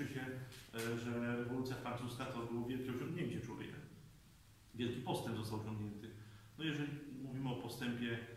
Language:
Polish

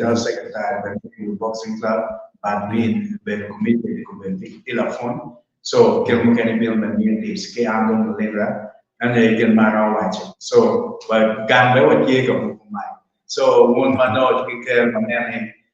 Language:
Acoli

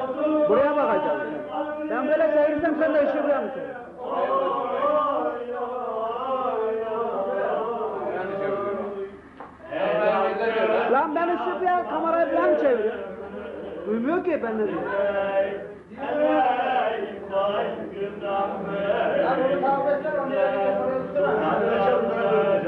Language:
Turkish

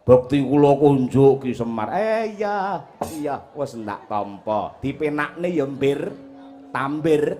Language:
Javanese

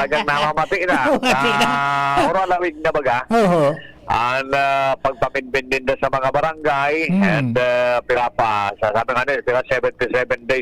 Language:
Bikol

